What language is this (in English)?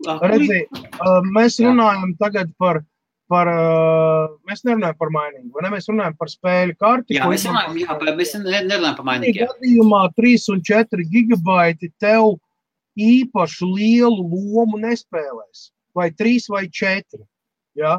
Latvian